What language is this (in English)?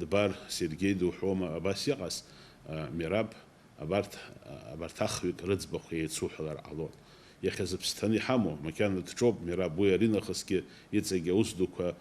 Abkhazian